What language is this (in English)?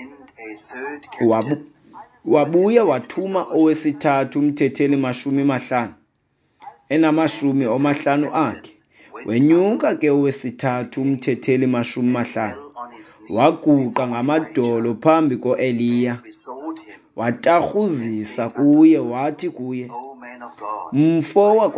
Xhosa